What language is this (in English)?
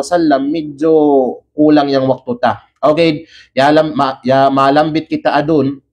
Kalagan